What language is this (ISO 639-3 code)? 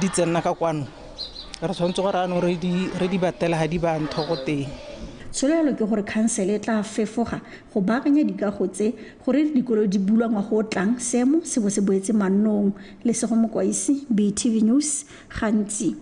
tsn